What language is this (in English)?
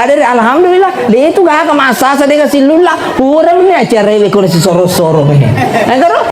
Buginese